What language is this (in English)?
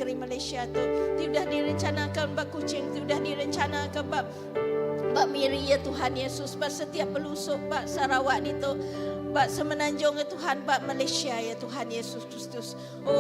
Iban